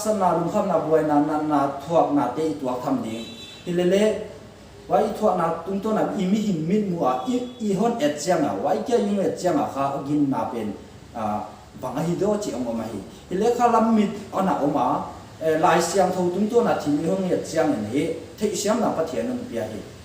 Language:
Paite Chin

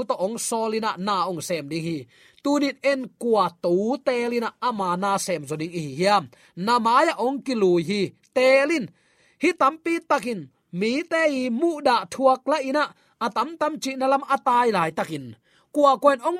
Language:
Tedim Chin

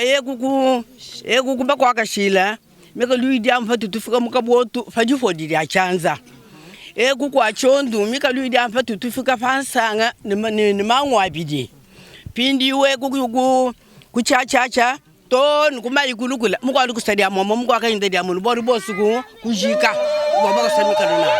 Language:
Luba-Lulua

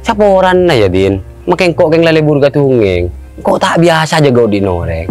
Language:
Madurese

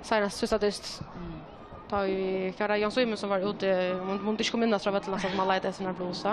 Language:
Faroese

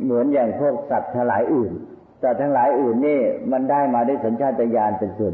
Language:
Thai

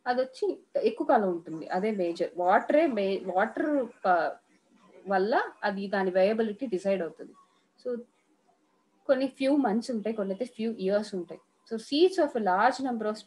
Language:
Telugu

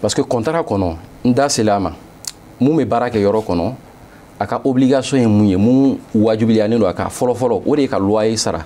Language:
Bambara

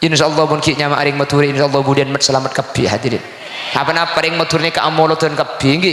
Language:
Madurese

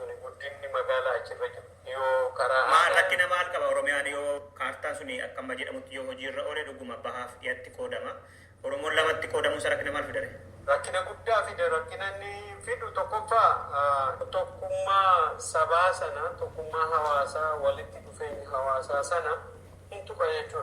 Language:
Oromo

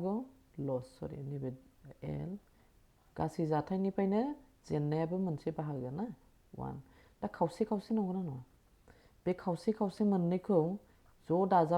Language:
Bodo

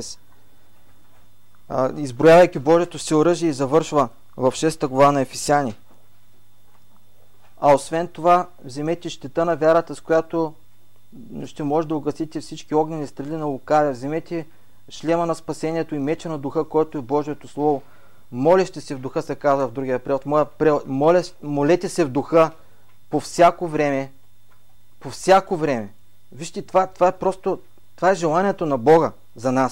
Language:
Bulgarian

